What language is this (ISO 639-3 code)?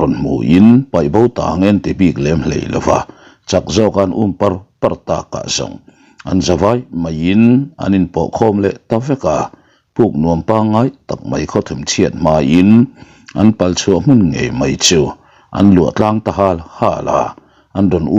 lus